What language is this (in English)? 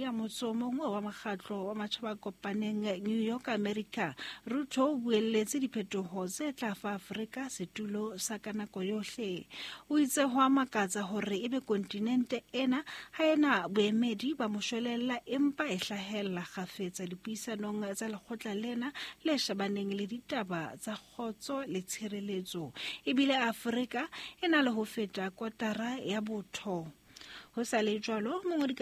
Southern Sotho